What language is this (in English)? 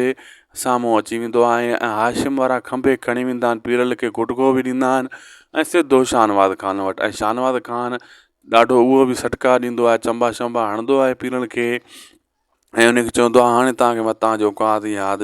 Sindhi